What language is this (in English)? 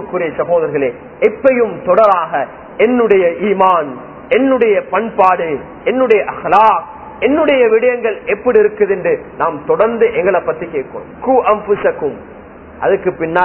Tamil